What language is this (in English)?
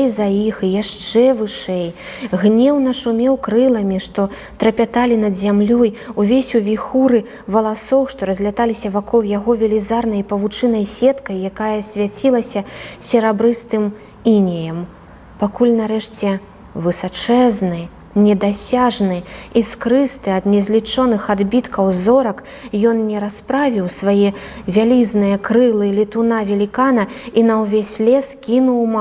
Belarusian